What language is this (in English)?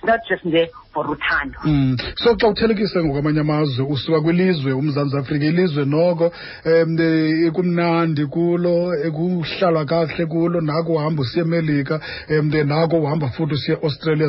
Xhosa